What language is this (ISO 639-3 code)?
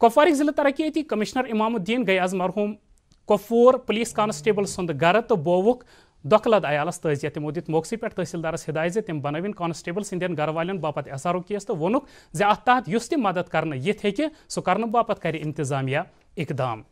kas